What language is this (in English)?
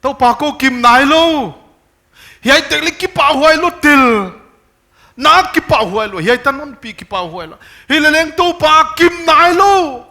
Paite Chin